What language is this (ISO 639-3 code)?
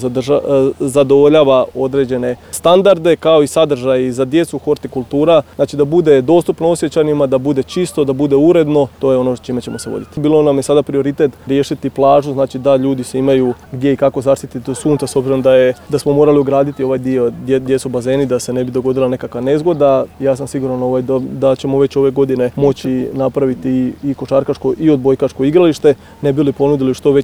hrv